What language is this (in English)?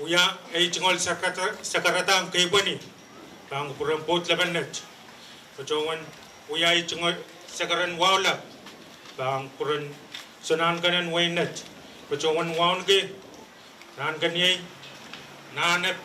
Pohnpeian